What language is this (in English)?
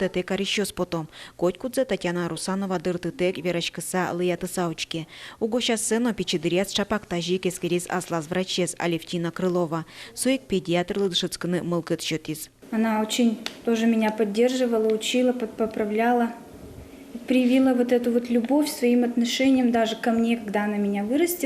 Udmurt